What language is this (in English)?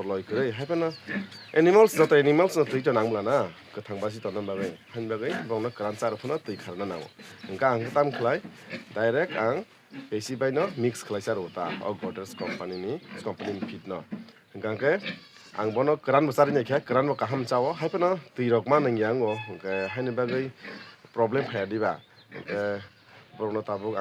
Kok Borok